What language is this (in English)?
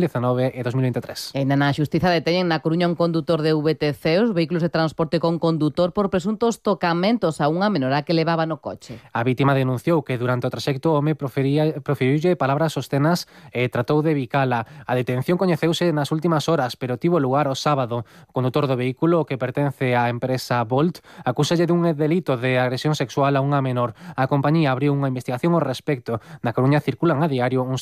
Galician